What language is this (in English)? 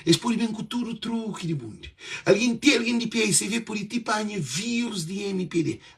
Kabuverdianu